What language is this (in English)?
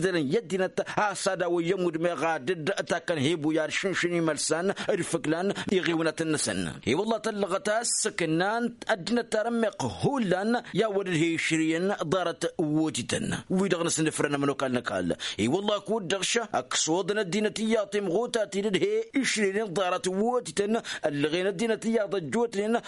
Tamasheq